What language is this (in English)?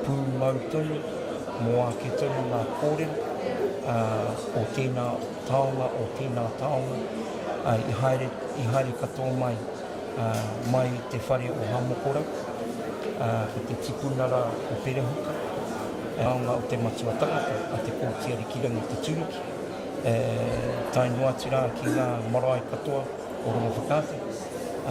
Māori